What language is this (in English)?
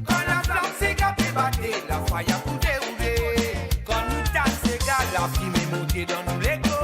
Morisyen